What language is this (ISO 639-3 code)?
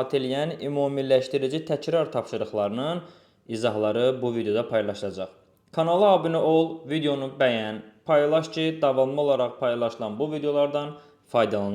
aze